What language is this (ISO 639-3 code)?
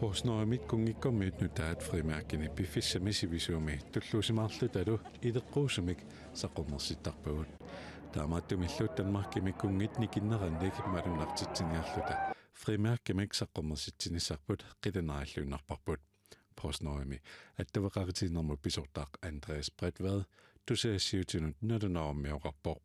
kal